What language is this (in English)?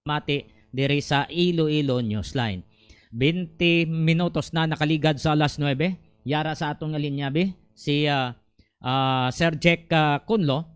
Hiligaynon